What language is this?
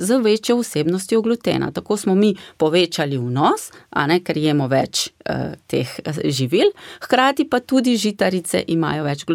Slovenian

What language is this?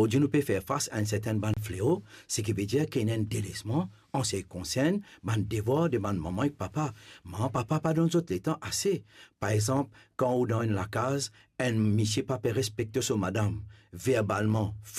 Morisyen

